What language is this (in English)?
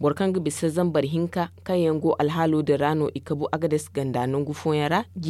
Zarma